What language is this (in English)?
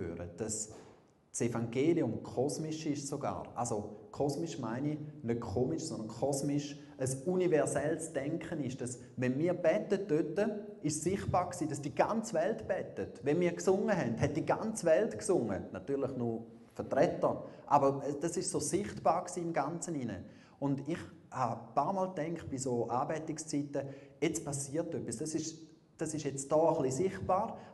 Swiss German